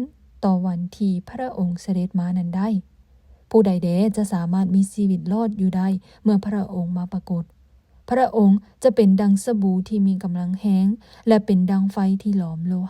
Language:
Lao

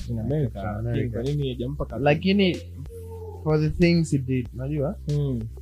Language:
Swahili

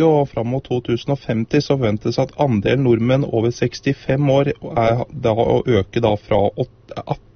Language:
Norwegian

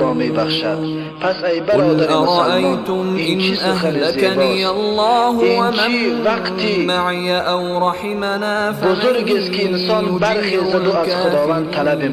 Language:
Tajik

